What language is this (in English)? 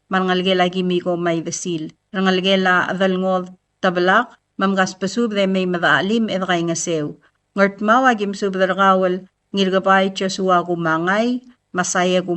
Palauan